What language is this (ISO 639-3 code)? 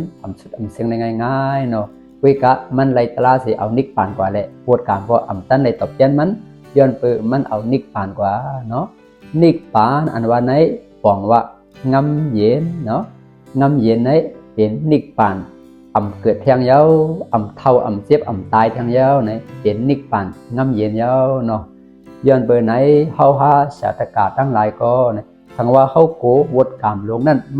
shn